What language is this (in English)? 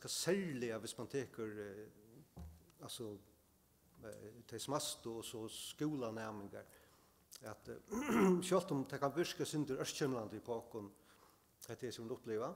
Faroese